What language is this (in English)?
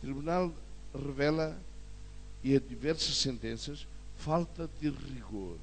Tetum